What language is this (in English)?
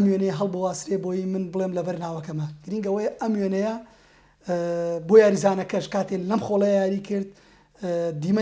Central Kurdish